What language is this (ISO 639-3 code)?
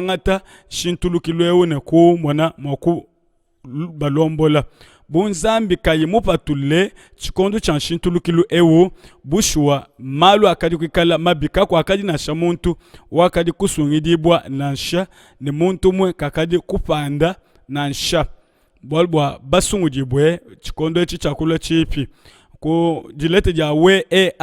lua